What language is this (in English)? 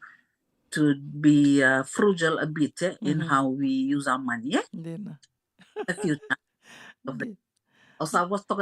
Fijian